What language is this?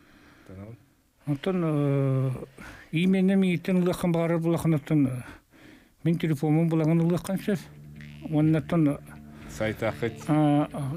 Yakut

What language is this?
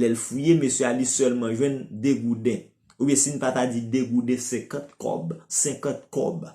Haitian Creole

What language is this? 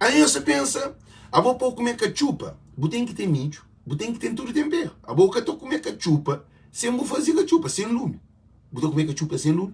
Kabuverdianu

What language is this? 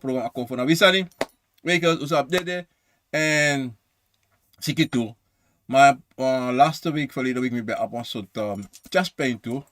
Sranan Tongo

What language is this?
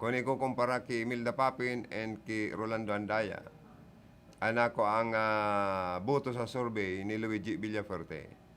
Bikol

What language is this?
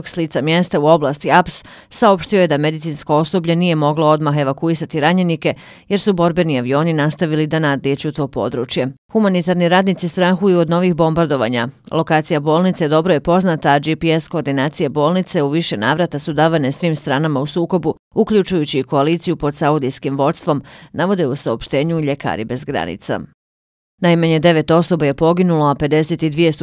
Bosnian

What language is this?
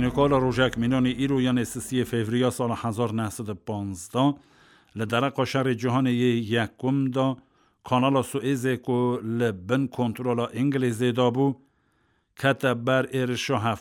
Kurdish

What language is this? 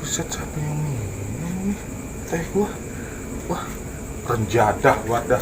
Betawi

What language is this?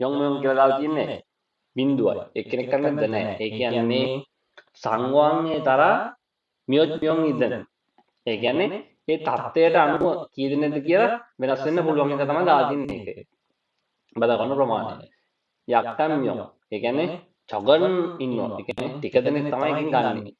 Sinhala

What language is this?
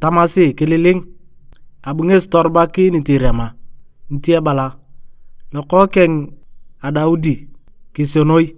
Turkana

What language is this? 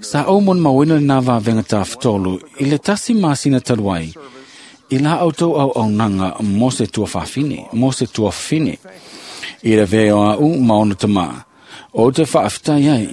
Samoan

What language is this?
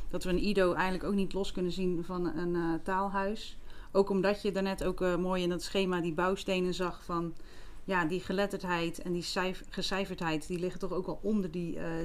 Dutch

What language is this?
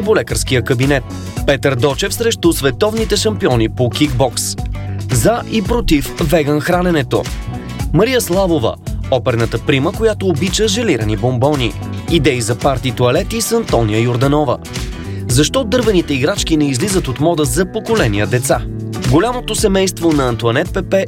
Bulgarian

